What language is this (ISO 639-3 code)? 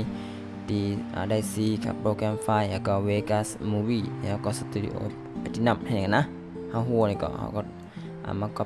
shn